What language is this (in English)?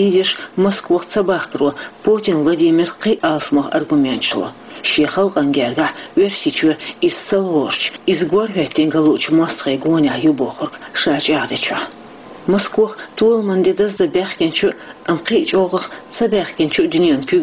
Chechen